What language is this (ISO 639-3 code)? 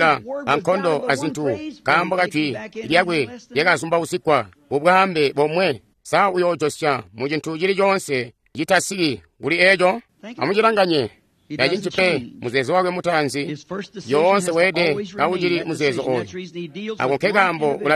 toi